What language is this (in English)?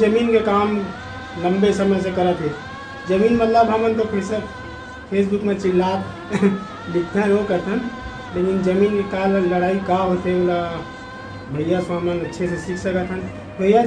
Chhattisgarhi